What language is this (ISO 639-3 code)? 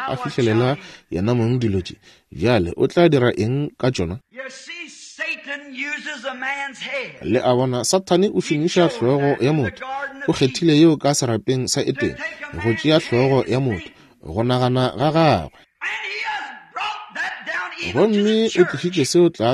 nso